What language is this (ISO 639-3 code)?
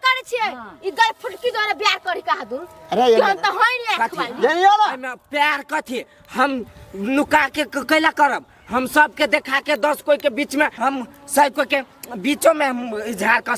mai